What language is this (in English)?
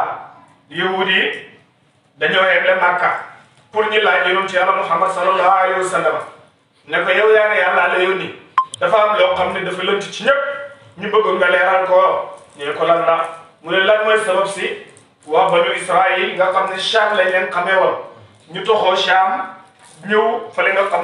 Wolof